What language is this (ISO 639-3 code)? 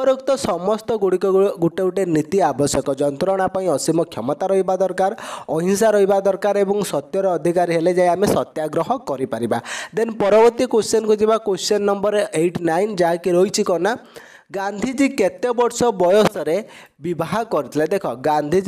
ori